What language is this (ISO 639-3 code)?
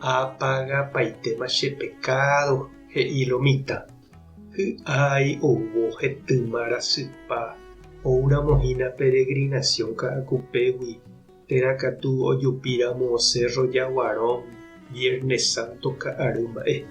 grn